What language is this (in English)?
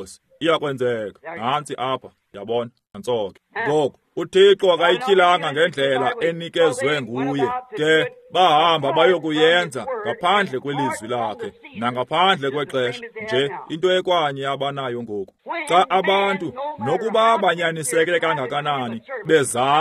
Xhosa